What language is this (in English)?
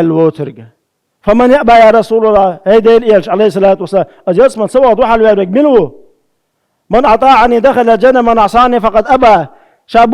Chechen